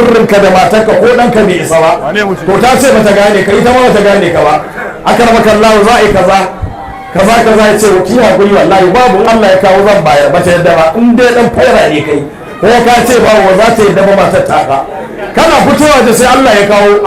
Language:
Hausa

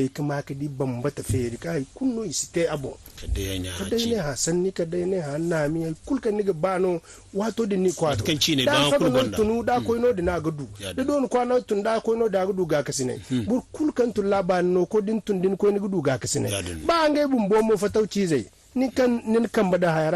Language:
Zarma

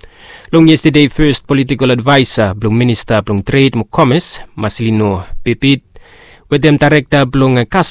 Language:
Bislama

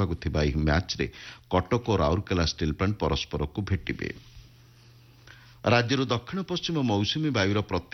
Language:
Odia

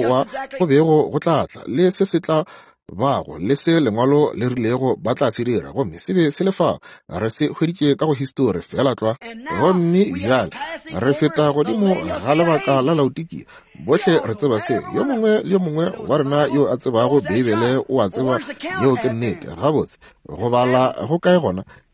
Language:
Northern Sotho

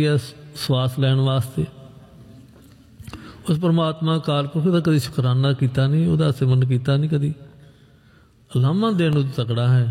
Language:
Punjabi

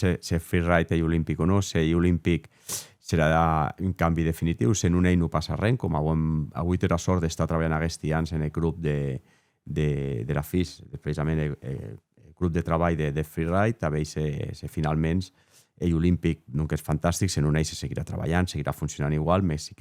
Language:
Occitan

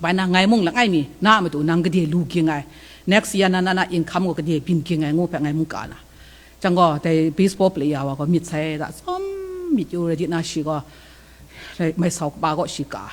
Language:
Kachin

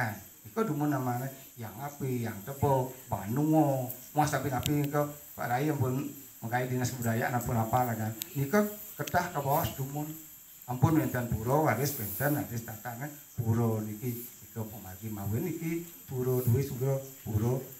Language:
Balinese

